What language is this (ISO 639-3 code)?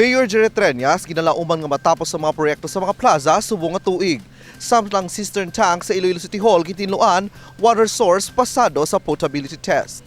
hil